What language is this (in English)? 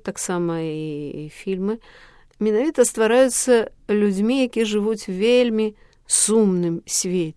Belarusian